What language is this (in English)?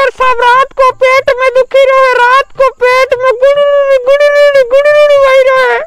Rajasthani